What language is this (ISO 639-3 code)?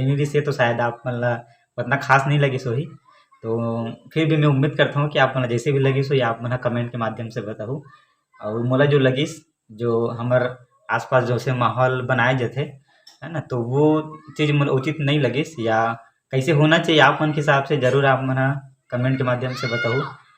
hne